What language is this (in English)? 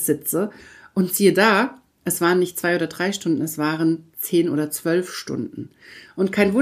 German